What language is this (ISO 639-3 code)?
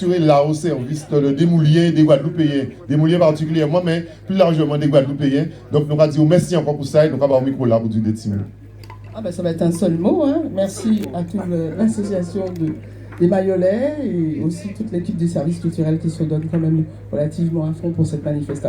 gcf